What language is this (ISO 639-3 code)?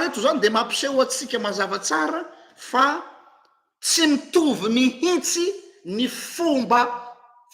mlg